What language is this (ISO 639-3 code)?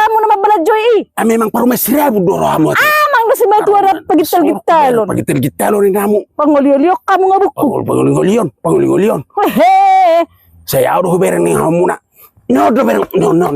bbc